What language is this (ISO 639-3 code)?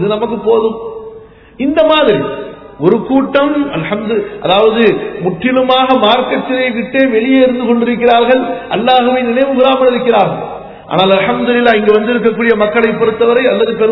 tam